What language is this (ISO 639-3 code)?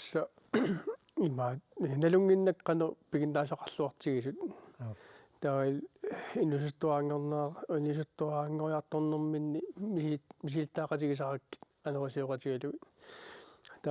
kal